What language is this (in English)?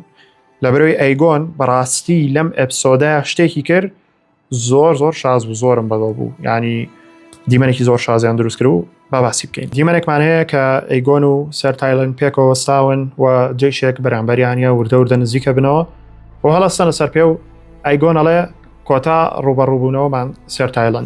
Central Kurdish